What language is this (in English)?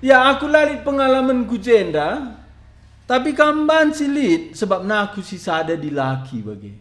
Batak Karo